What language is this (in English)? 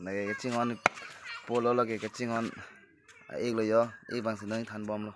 Karbi